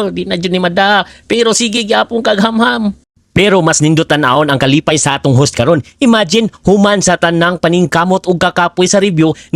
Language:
Cebuano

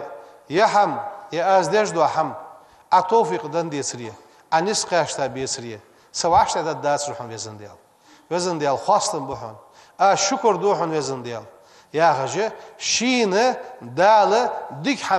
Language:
Ingush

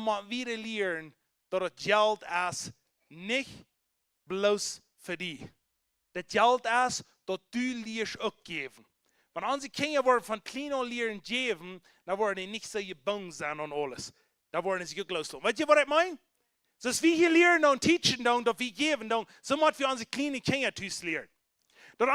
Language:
Plautdietsch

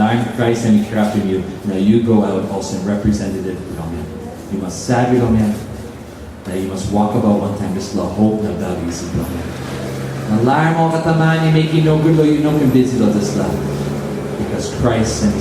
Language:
Tok Pisin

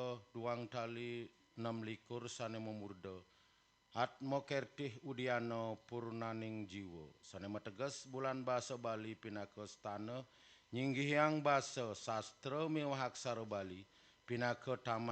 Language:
Balinese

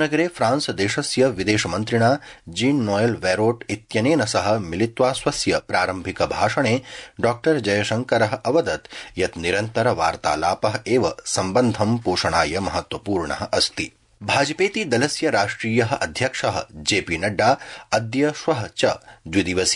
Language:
Sanskrit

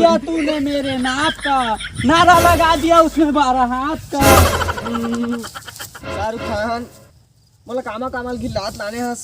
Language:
Chhattisgarhi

